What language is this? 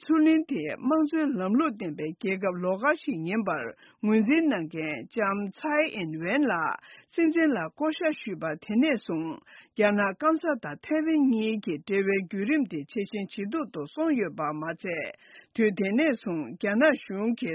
Tibetan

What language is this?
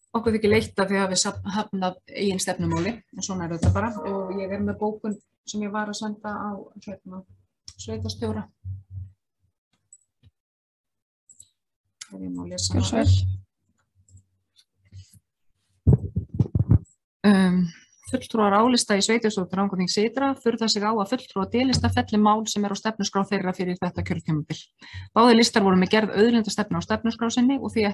Icelandic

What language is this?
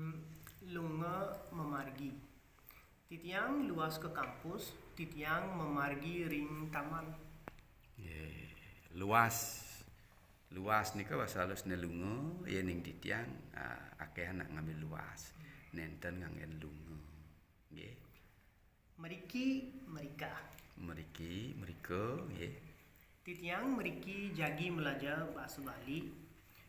Balinese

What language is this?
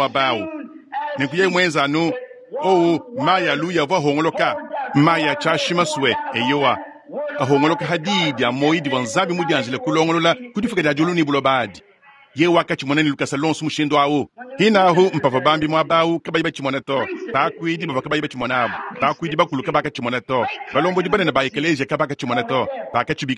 Luba-Lulua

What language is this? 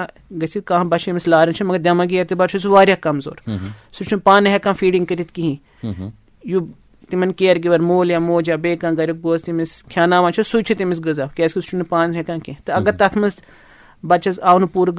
Kashmiri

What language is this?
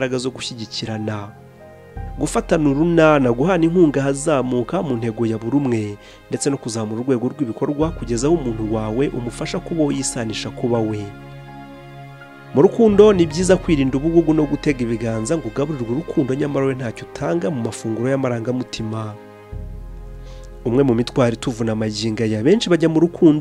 Kinyarwanda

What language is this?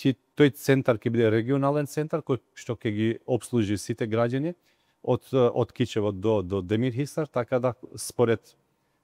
Macedonian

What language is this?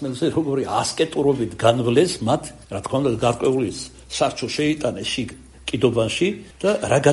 Georgian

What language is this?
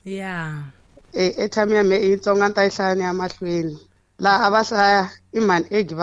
Tsonga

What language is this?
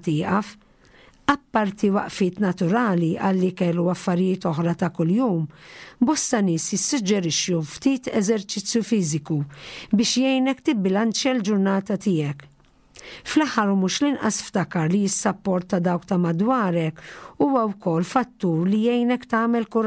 Maltese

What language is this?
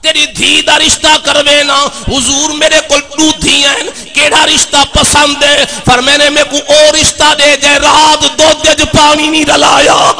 Saraiki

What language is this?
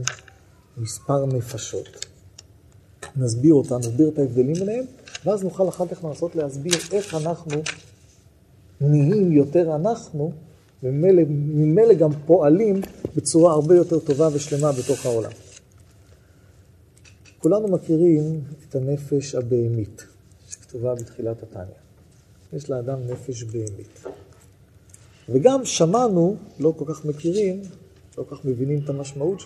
Hebrew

